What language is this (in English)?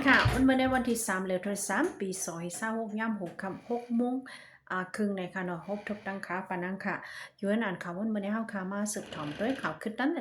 Shan